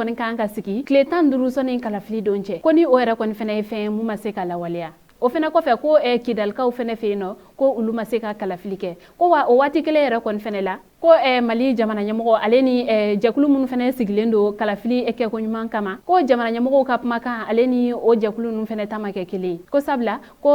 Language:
Bambara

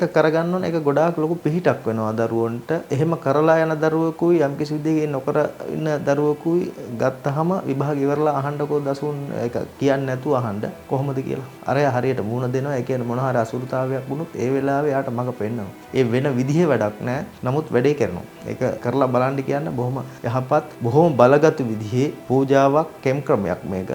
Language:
Sinhala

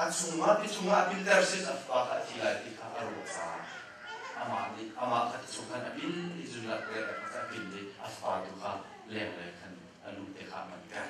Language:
Hakha Chin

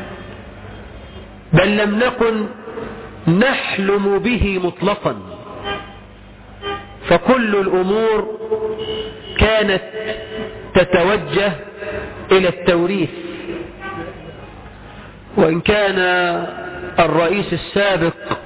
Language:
Arabic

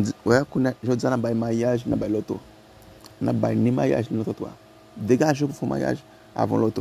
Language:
Haitian Creole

